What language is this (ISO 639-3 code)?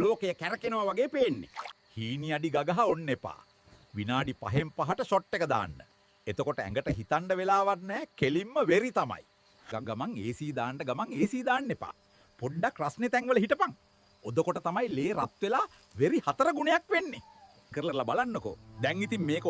sin